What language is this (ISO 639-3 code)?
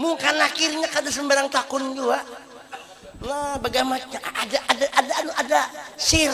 bjn